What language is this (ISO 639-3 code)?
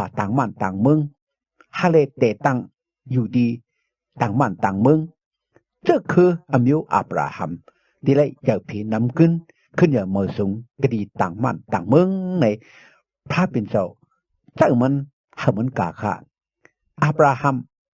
shn